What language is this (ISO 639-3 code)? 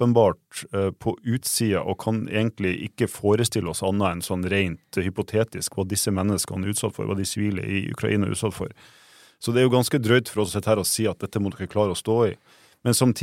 nor